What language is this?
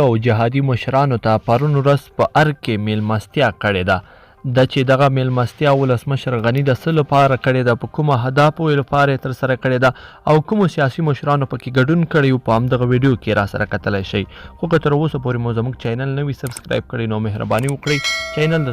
Pashto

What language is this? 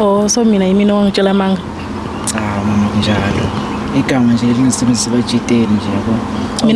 Zulu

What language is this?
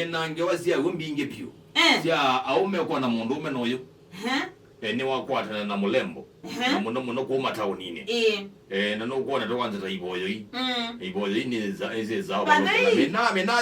Kamba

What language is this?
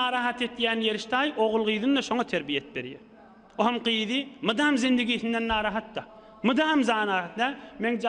Turkmen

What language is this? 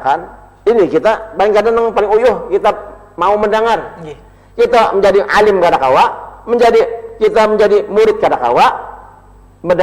Banjar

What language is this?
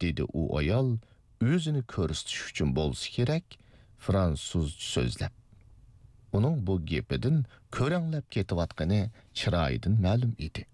Uyghur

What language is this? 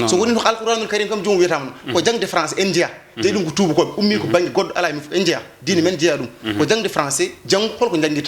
Fula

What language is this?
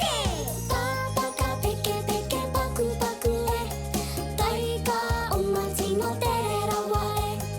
Māori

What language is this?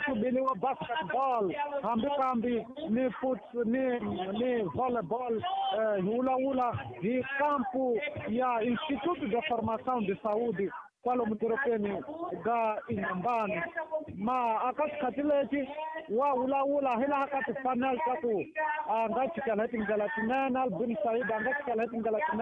Tsonga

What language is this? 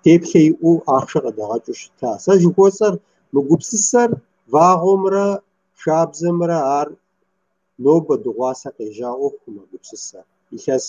Kabardian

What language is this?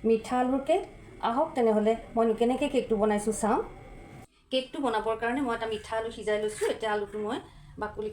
Assamese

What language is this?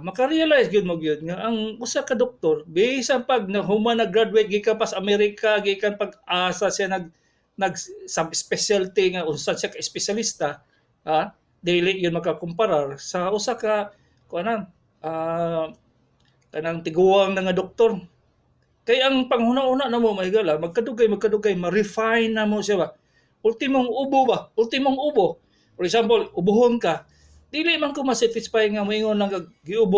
Cebuano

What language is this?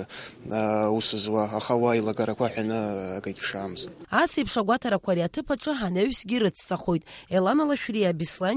Abkhazian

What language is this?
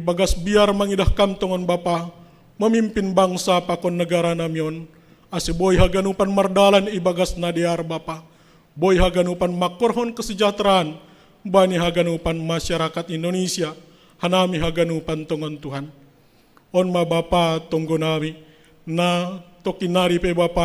Batak Simalungun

